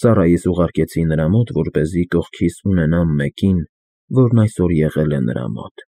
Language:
Armenian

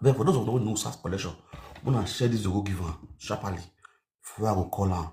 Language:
Nigerian Pidgin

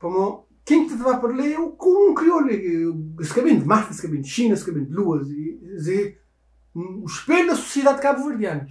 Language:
Kabuverdianu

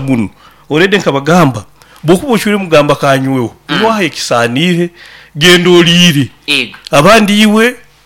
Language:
Nyoro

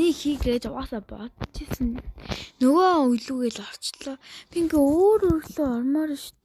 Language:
Mongolian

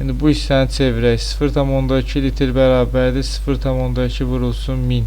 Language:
Azerbaijani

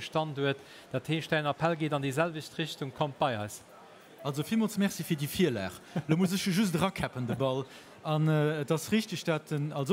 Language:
Luxembourgish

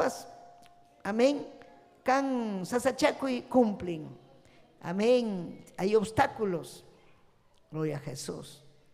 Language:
Ayacucho Quechua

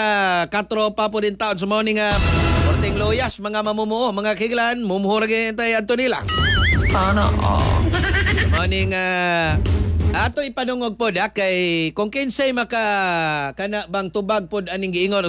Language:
Cebuano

